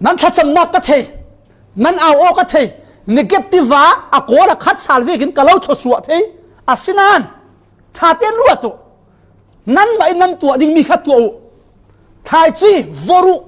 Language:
Falam Chin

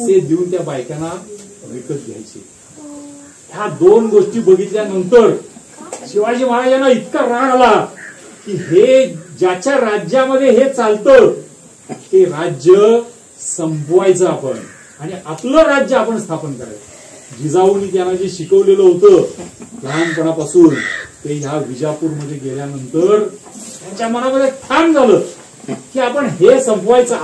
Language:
Marathi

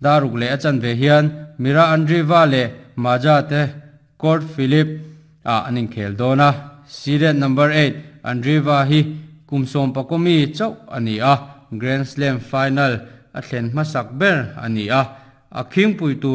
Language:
Mizo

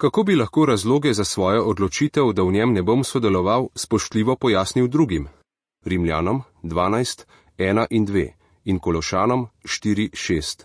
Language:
Slovenian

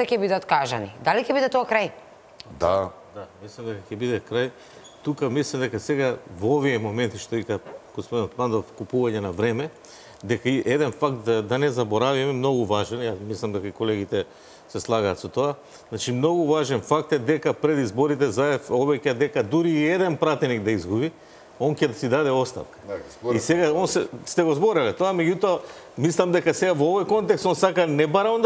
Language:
Macedonian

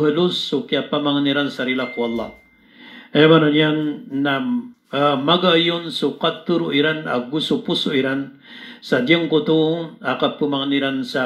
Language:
Maranao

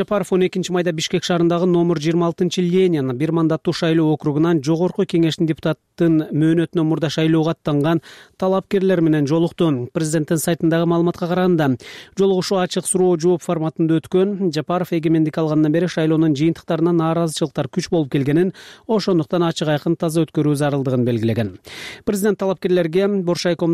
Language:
Kyrgyz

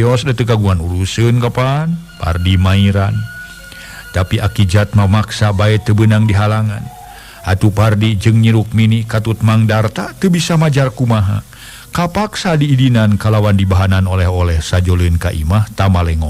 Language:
Sundanese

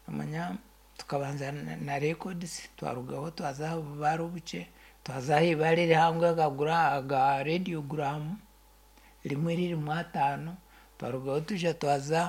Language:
Nyankole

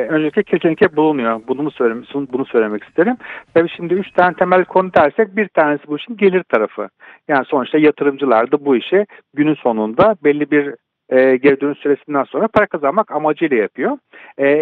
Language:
Turkish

